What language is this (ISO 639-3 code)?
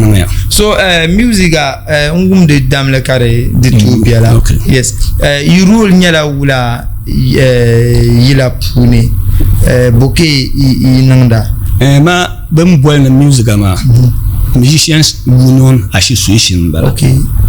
dag